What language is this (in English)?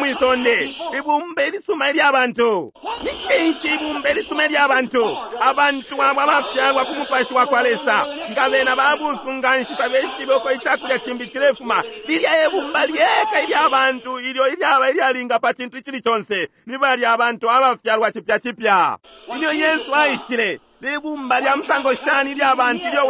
Bemba